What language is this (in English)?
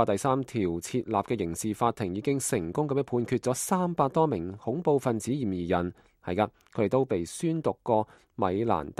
Cantonese